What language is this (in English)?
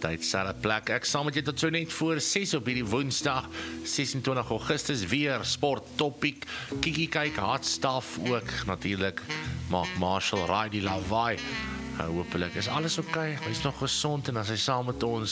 Afrikaans